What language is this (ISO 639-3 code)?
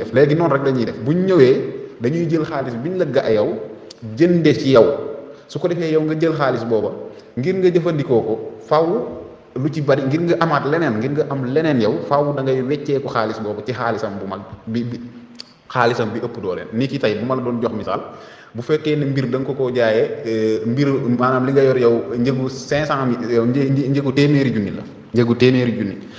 wol